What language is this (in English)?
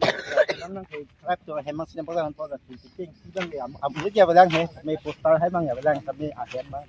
Karbi